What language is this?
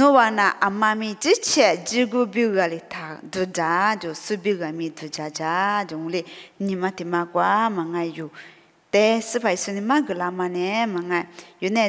Lisu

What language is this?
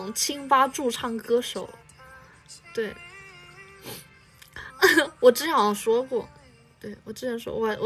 Chinese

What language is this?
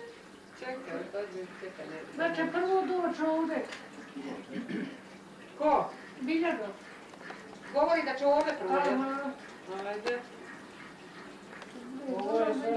Bosnian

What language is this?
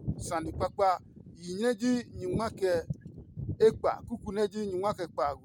Adangme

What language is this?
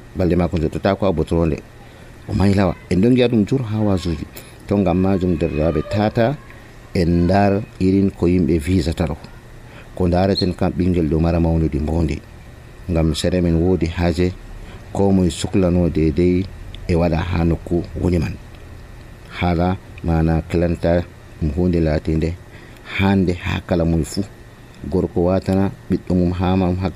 Nigerian Fulfulde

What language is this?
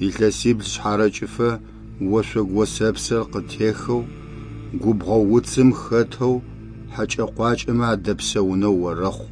Adyghe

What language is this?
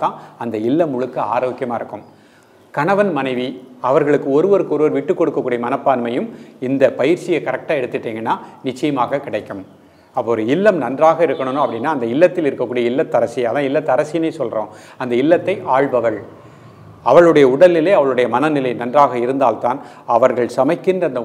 Tamil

